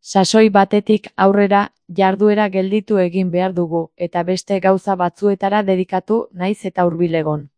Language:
Basque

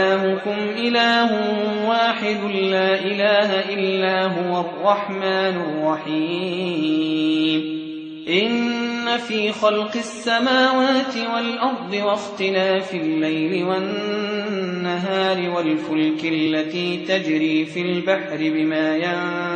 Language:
Arabic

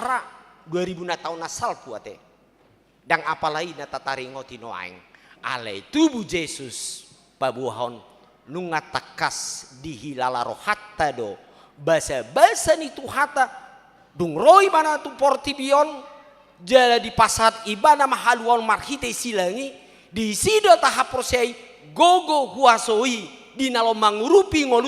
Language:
Batak Toba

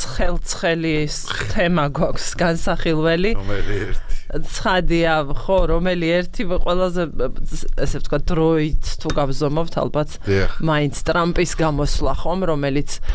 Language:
Georgian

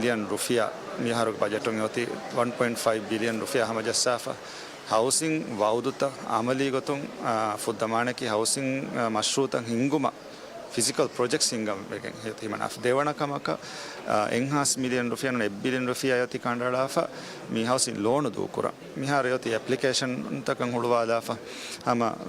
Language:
Divehi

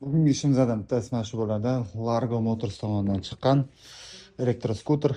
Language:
Uzbek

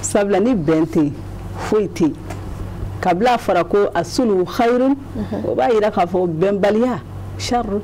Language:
Bambara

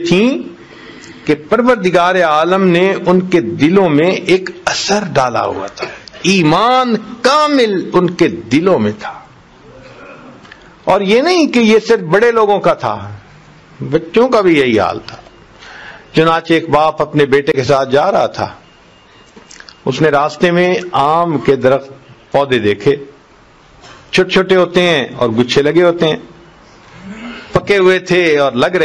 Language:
Urdu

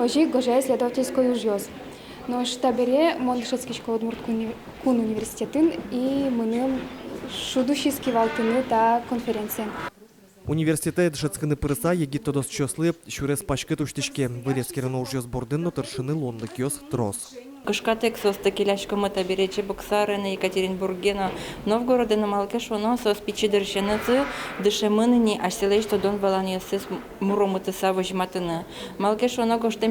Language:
Udmurt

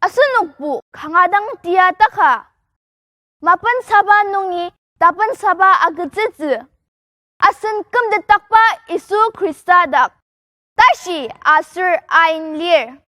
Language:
Ao Naga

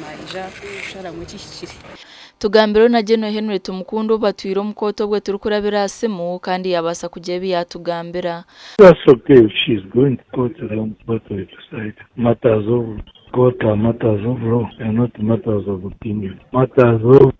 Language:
Nyankole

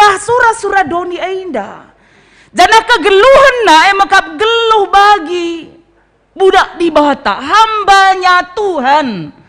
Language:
Batak Karo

